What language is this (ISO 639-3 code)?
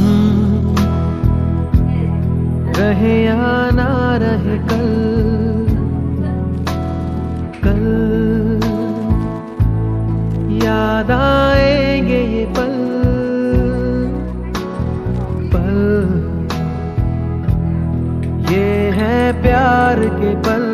hin